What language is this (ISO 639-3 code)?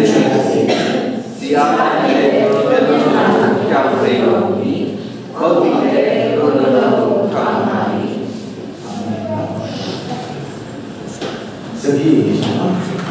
mya